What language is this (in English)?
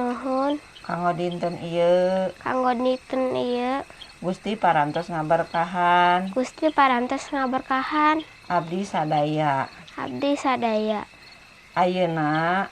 Sundanese